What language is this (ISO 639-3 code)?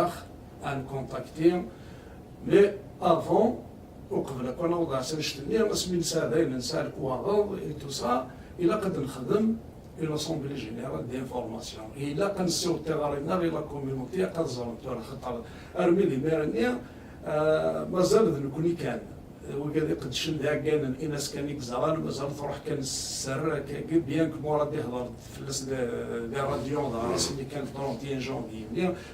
kab